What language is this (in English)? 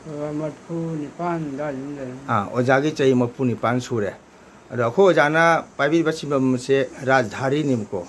Manipuri